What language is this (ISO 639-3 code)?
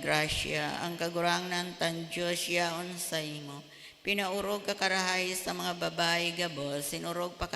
bik